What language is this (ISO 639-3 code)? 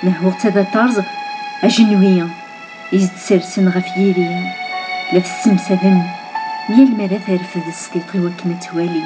kab